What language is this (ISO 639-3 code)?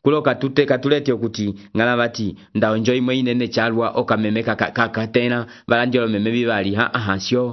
umb